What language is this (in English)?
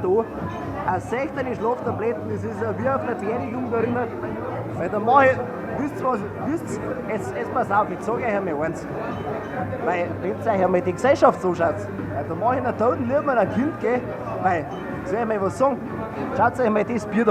Bavarian